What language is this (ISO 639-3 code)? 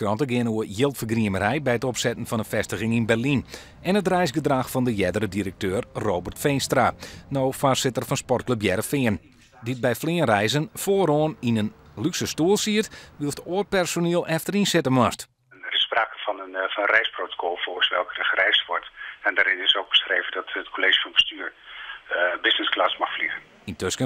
fry